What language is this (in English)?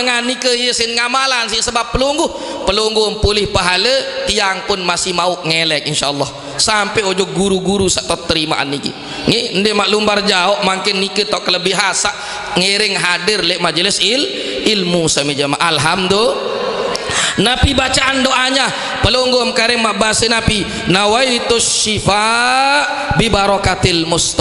Sasak